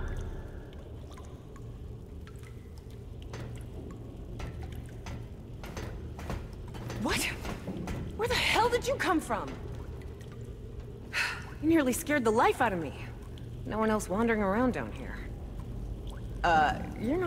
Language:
English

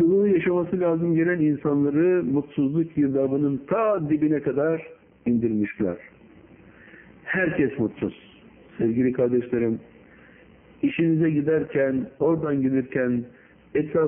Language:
Turkish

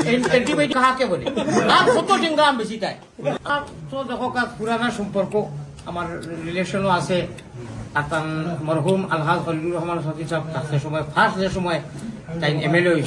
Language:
Sylheti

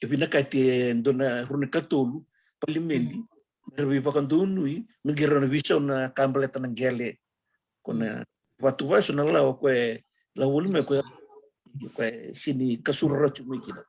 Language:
Fijian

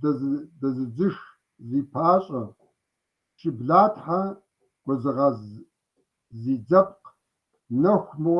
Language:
Kabardian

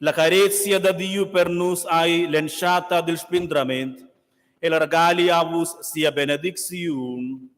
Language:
Romansh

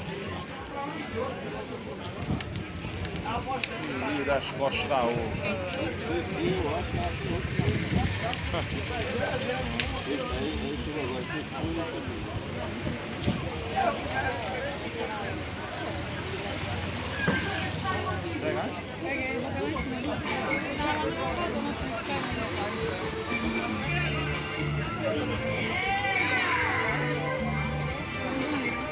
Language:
Portuguese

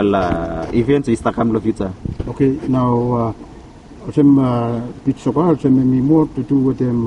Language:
Bislama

